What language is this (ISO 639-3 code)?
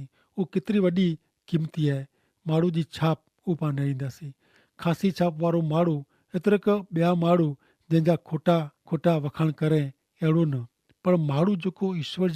kfr